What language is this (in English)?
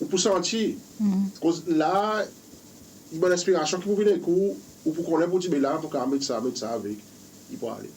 Seselwa Creole French